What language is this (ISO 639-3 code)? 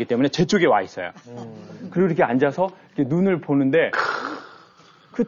kor